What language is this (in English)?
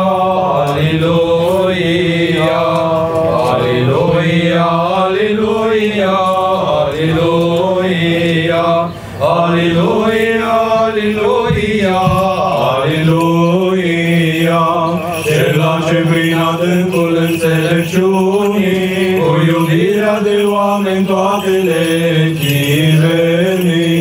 Romanian